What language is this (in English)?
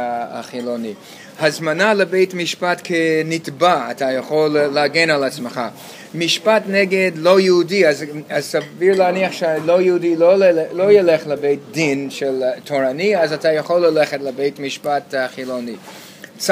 Hebrew